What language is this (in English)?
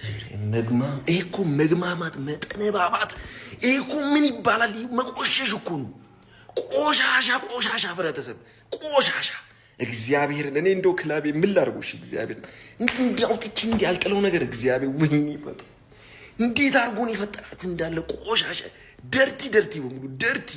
Amharic